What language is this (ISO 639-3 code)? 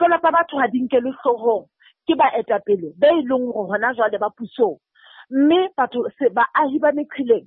sot